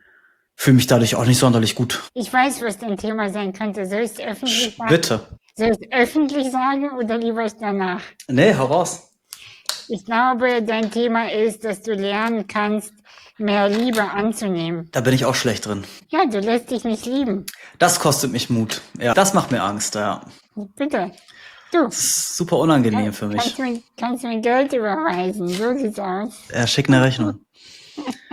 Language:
German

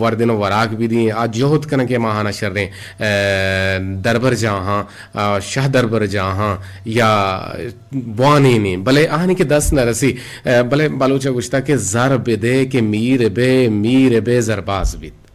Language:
Eastern Balochi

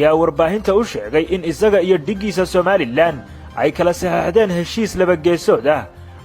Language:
Somali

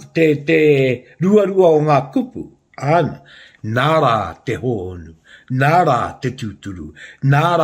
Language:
Māori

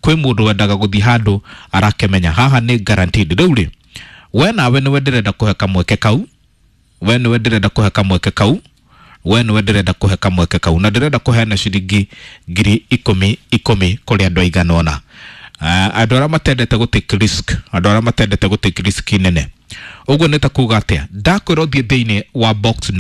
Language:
Kikuyu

